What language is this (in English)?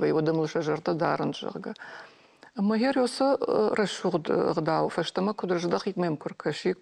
Ossetic